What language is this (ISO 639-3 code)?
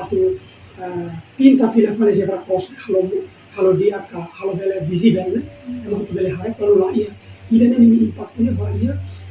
tet